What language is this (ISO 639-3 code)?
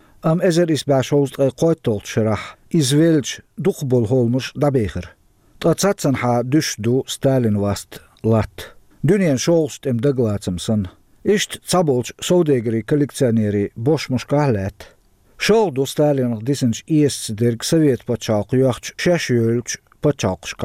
che